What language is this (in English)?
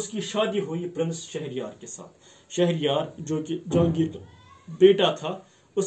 Urdu